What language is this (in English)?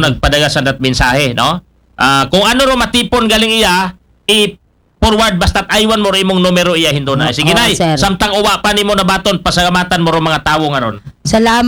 Aklanon